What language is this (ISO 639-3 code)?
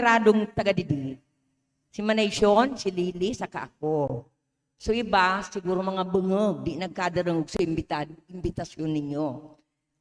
bik